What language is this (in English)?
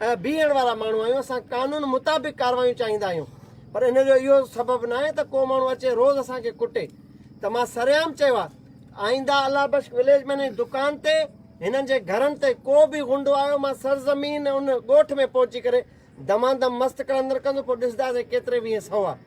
Sindhi